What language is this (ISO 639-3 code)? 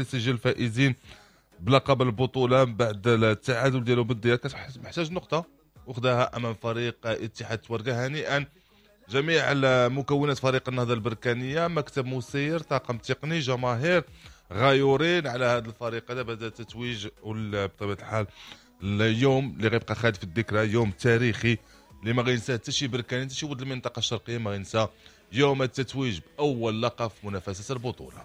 ary